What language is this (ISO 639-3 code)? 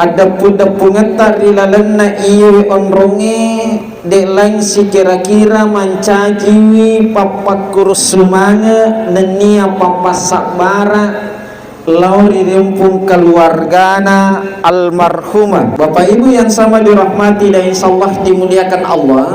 bug